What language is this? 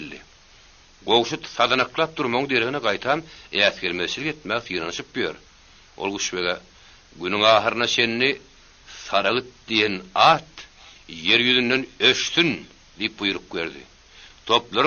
Turkmen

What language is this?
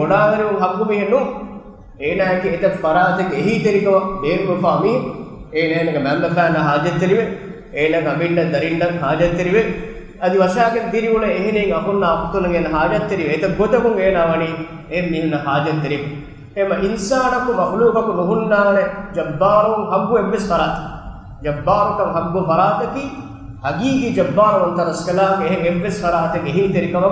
Divehi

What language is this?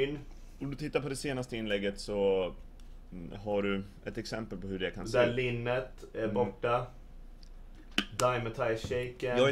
Swedish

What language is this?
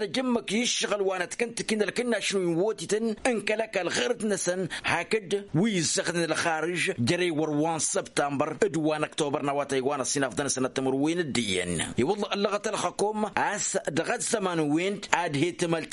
Tamasheq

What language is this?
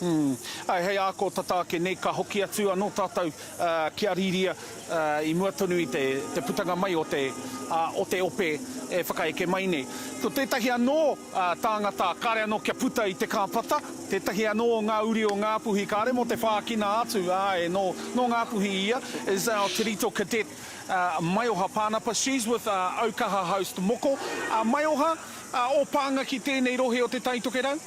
Māori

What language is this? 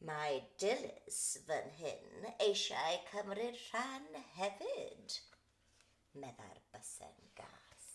Welsh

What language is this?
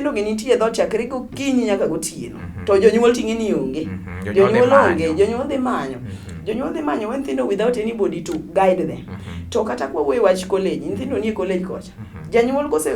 Luo (Kenya and Tanzania)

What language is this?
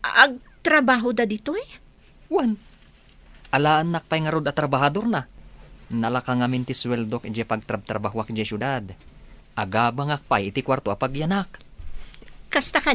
Iloko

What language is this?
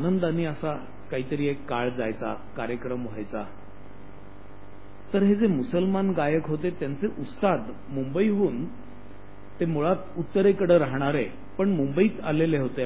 Marathi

